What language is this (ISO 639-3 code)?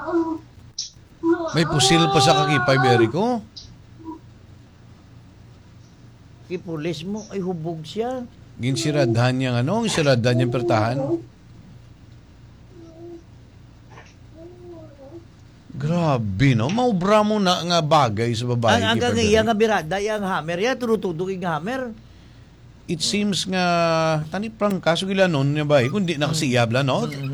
hil